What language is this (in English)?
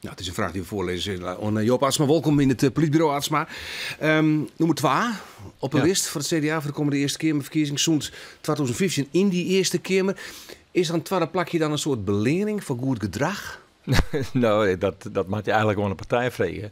Western Frisian